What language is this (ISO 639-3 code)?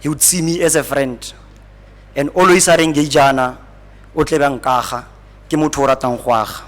tsn